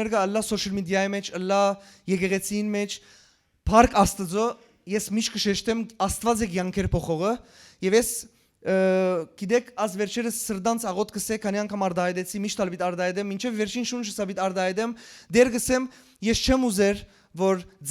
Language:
Western Armenian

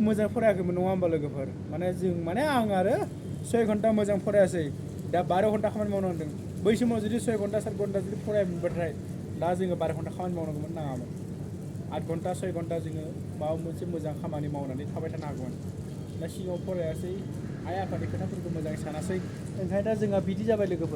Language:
Bodo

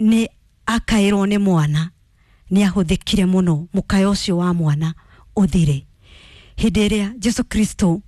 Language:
Kikuyu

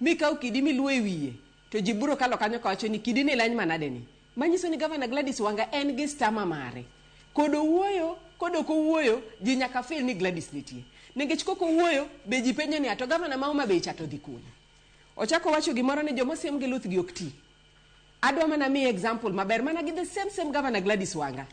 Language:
Luo (Kenya and Tanzania)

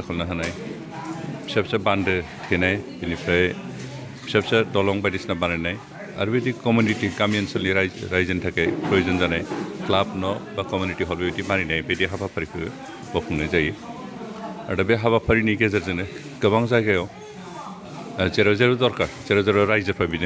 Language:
Bodo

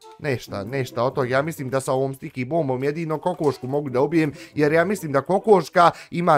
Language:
Bosnian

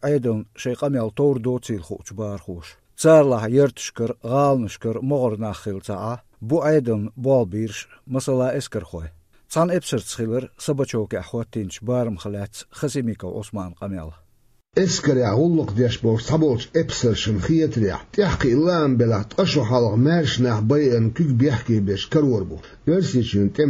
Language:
Chechen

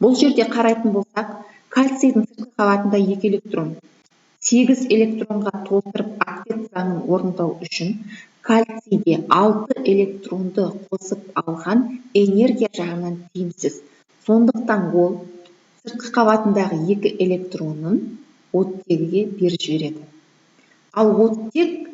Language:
Kazakh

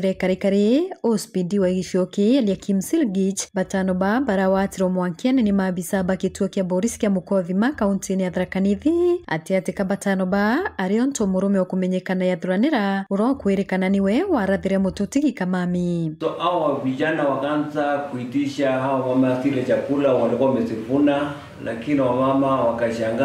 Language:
Meru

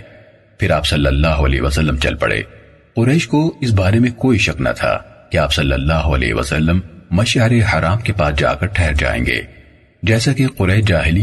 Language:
Urdu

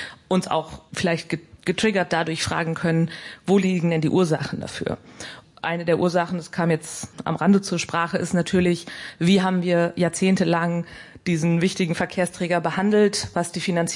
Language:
German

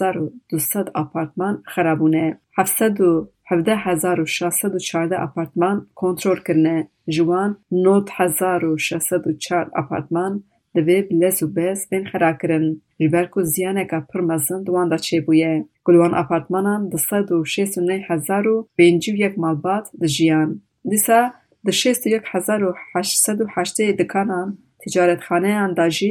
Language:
Kurdish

